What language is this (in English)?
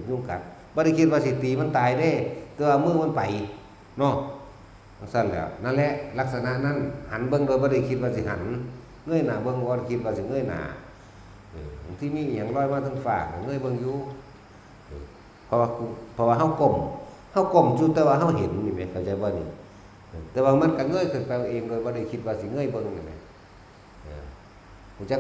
Northeastern Thai